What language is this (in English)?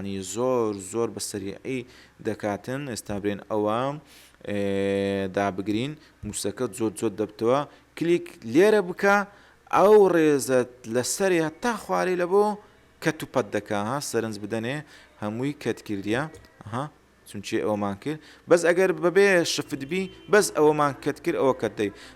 Central Kurdish